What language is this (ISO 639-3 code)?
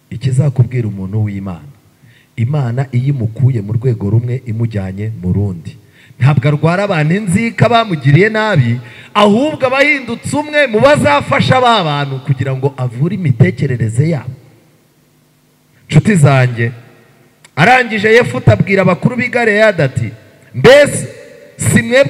kin